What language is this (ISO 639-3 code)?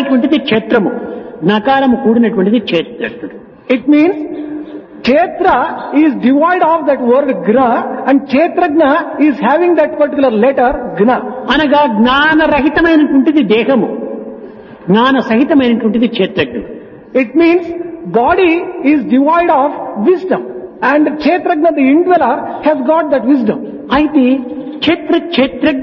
tel